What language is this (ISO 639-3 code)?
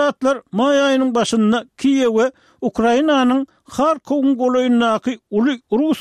tuk